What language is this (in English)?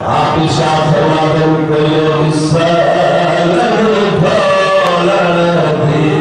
Saraiki